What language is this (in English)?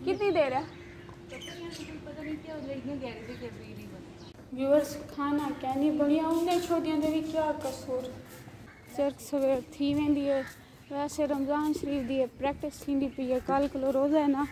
Saraiki